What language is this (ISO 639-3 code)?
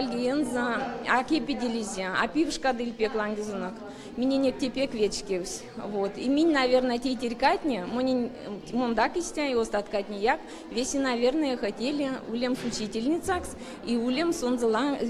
myv